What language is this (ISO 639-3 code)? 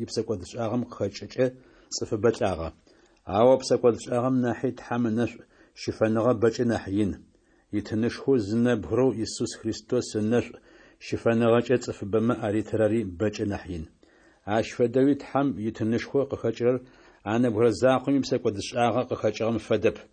ady